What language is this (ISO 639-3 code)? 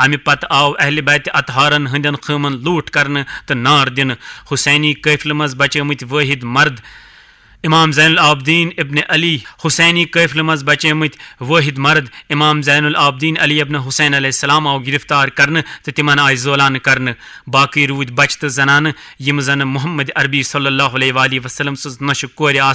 kas